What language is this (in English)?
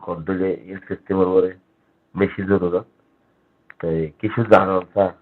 Rohingya